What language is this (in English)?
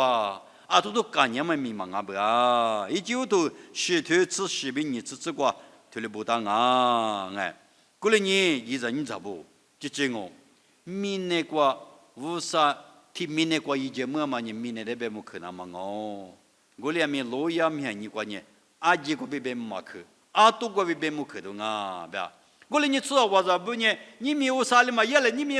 Lisu